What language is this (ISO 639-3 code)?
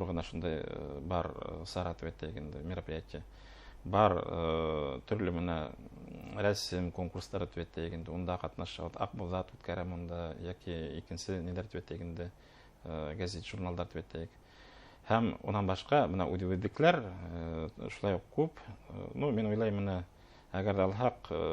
bak